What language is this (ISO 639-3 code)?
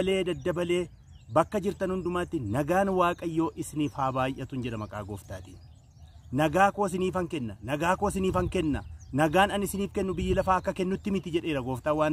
orm